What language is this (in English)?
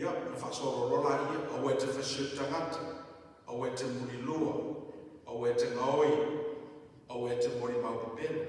Samoan